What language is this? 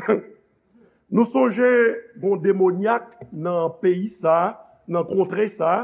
Haitian Creole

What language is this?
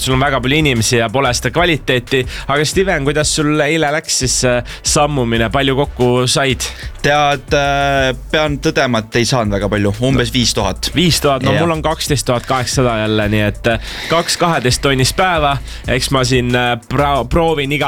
Estonian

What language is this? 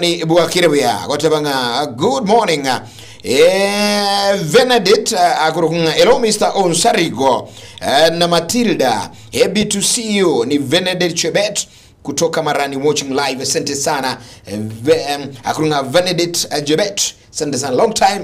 Gusii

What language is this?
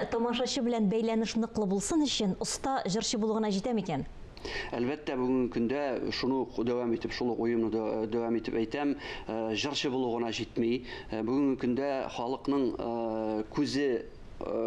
Tatar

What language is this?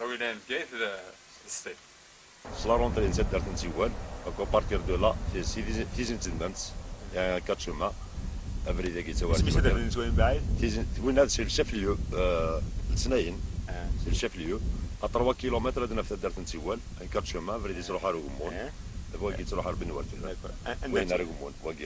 Kabyle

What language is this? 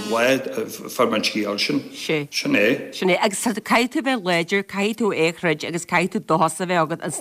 Irish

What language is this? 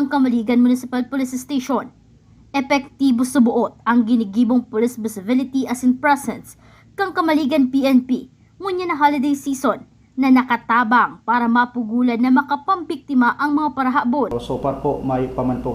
Bikol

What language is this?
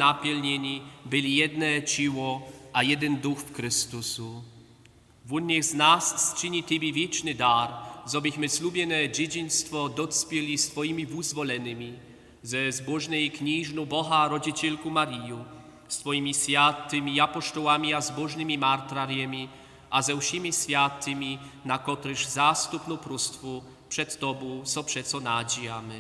Upper Sorbian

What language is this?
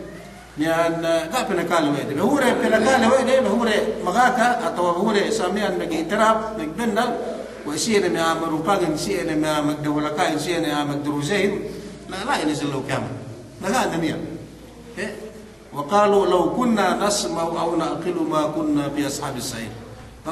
Yakan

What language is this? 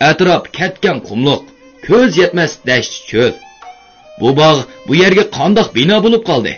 Uyghur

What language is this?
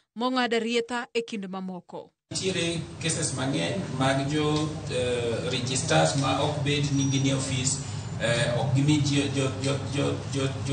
Luo (Kenya and Tanzania)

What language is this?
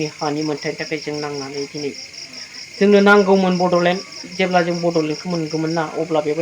Bodo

